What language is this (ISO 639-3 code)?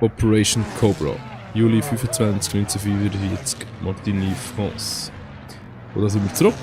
gsw